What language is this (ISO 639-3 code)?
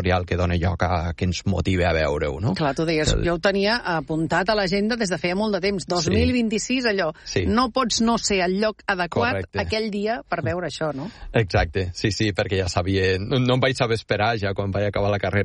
cat